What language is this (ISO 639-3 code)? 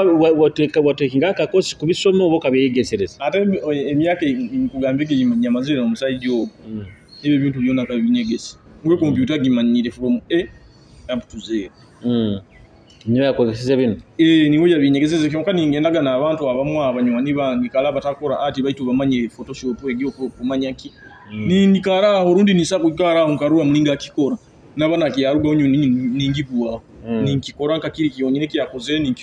nyo